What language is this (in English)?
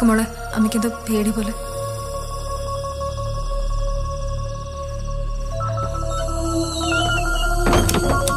Malayalam